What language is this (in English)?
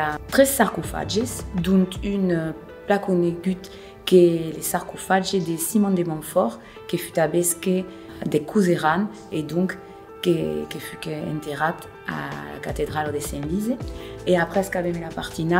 Occitan